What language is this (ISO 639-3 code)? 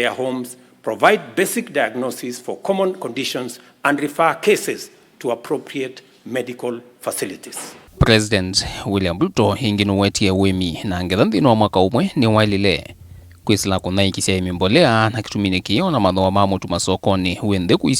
kam